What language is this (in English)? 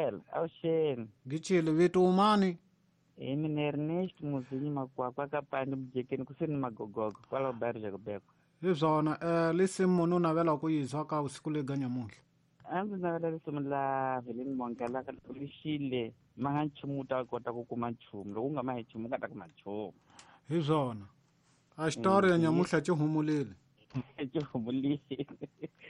Tsonga